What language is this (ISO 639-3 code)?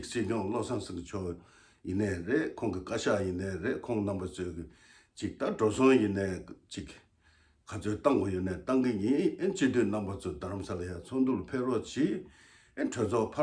bod